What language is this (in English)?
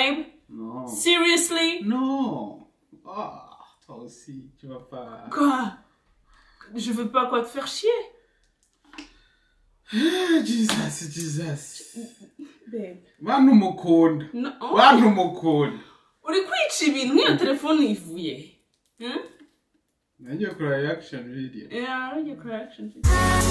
Kinyarwanda